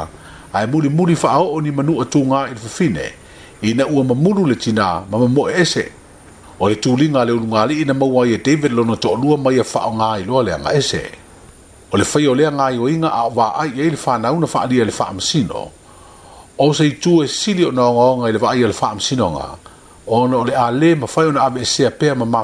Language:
Samoan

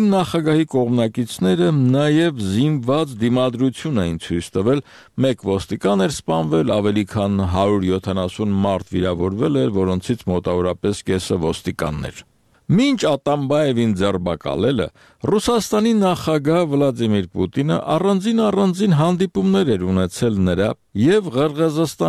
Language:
Armenian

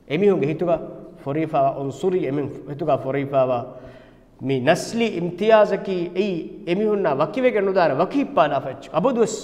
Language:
Divehi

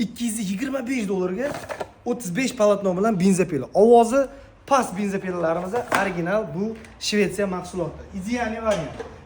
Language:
Uzbek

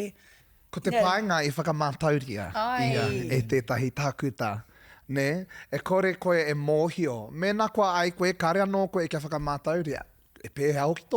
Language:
Māori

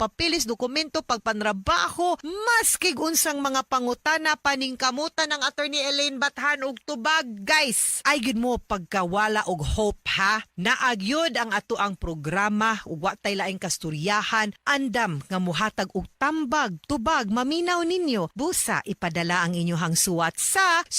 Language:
Cebuano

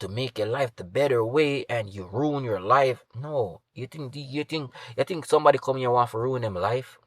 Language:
Jamaican Creole English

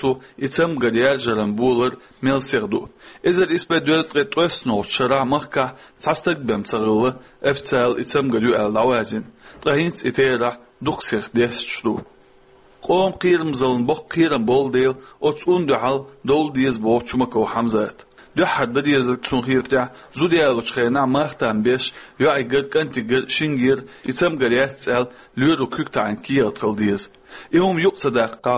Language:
Chechen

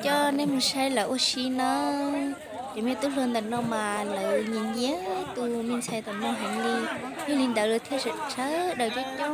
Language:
Hmong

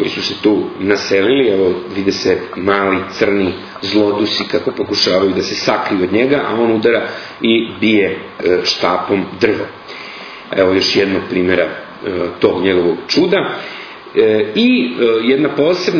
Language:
Serbian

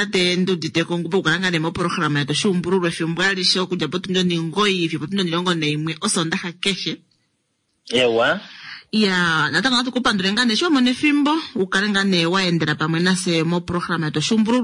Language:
Kuanyama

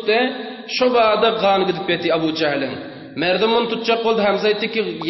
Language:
Turkmen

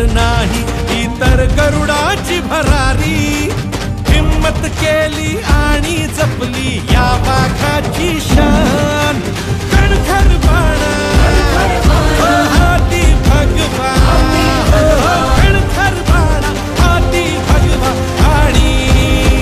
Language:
Marathi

